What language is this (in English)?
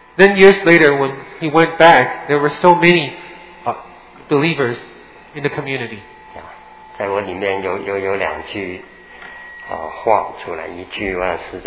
Chinese